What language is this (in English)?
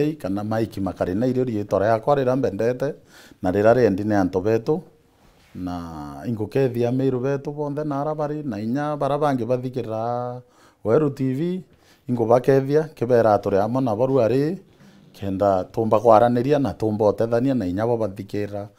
Meru